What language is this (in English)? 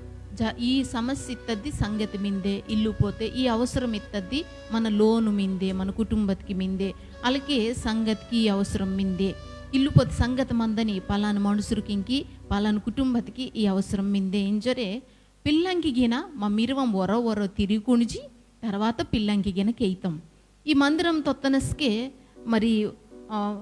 Koya